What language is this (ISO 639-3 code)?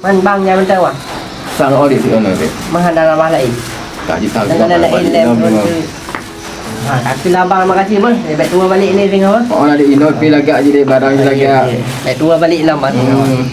ace